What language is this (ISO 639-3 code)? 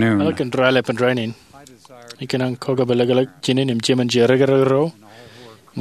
mah